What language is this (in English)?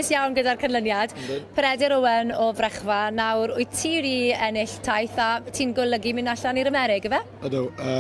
Welsh